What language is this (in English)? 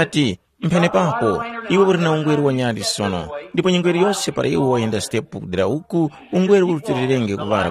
Tumbuka